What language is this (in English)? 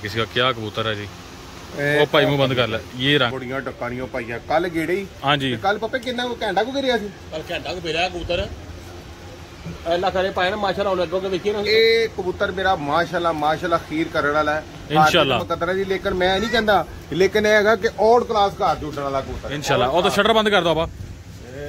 Punjabi